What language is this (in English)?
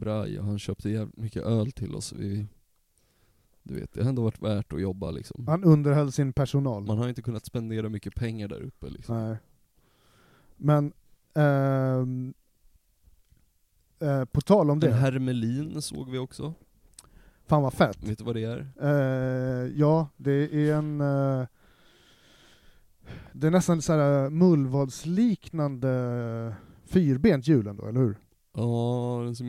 Swedish